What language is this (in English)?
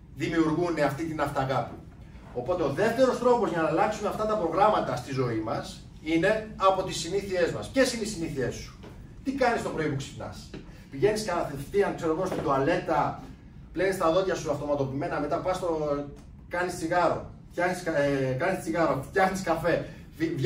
Greek